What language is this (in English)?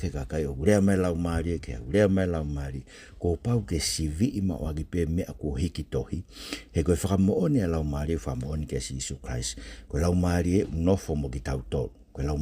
Tongan